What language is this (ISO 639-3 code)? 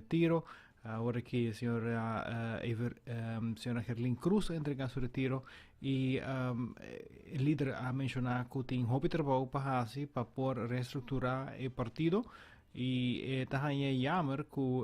pap